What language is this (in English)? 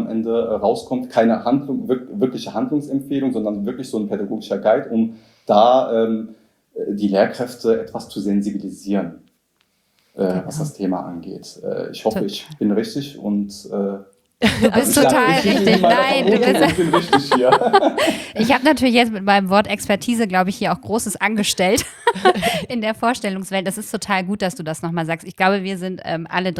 German